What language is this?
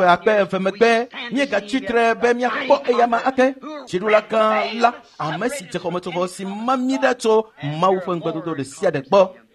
Ewe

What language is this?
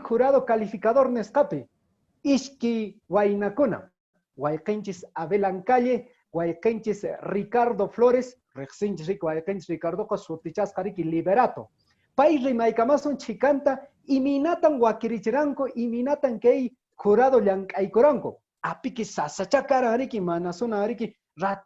Quechua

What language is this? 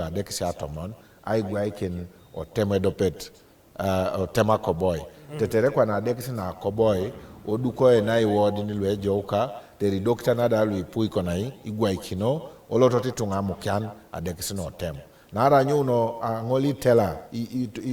Teso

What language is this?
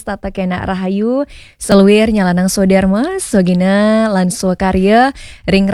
Balinese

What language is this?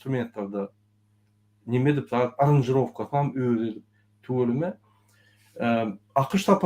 Turkmen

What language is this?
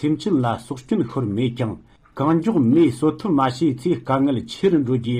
Tibetan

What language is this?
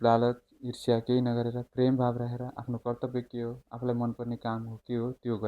Nepali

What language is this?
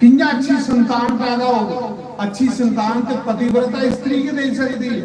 Dogri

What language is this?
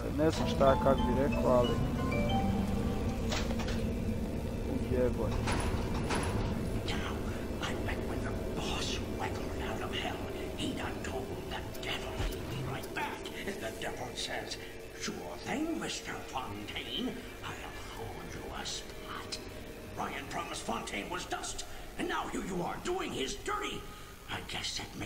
Croatian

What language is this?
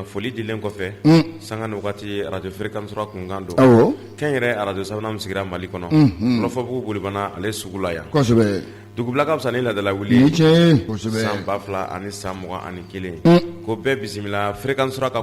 Bambara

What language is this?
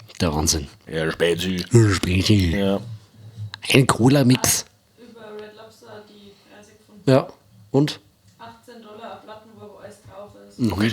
Bavarian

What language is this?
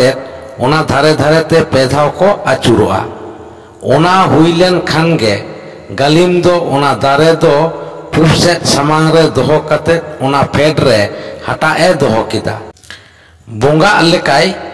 Santali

